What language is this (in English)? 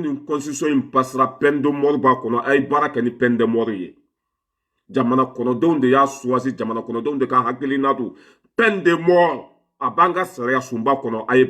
Bambara